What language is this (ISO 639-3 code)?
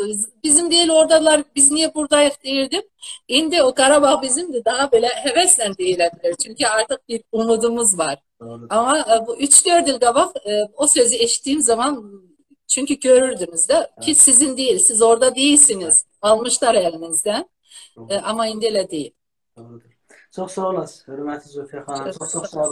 azb